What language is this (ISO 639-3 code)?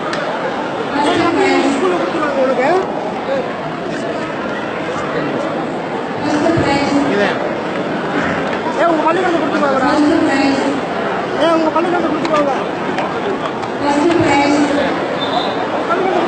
tam